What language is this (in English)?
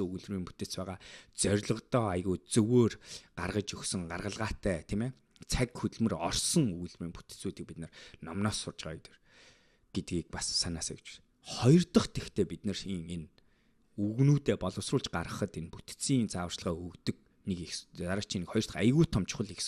Mongolian